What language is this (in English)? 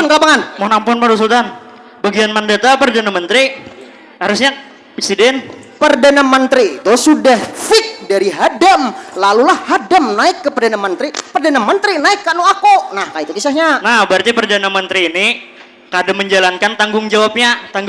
Banjar